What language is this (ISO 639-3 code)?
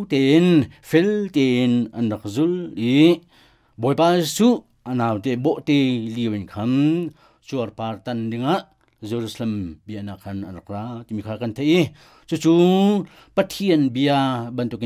cnh